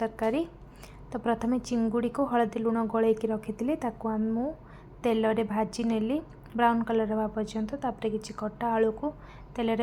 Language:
Odia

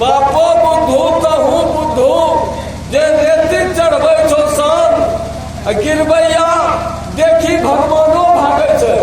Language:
Angika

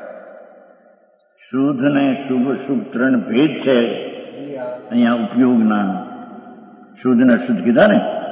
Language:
Gujarati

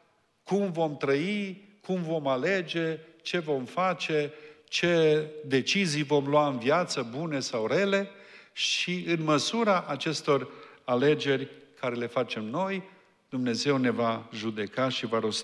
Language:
Romanian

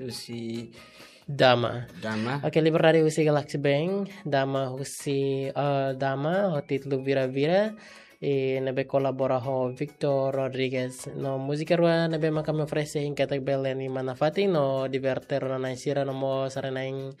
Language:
Tetum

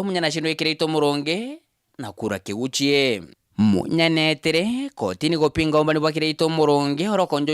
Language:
Meru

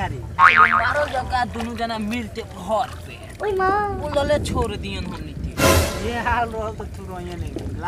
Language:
Bhojpuri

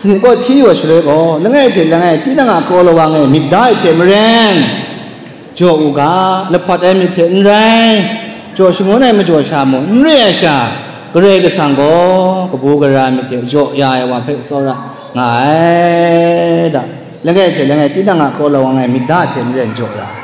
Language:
Kachin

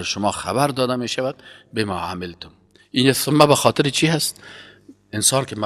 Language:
Persian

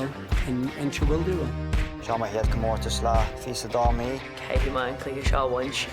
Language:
Irish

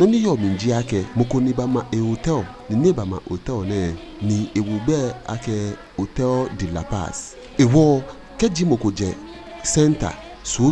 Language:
Ga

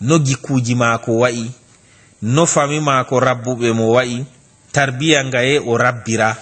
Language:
Fula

